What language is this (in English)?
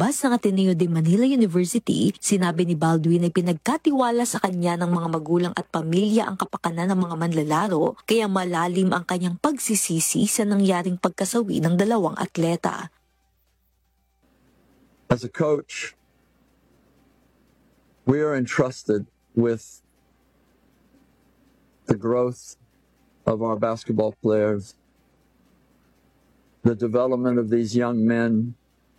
Filipino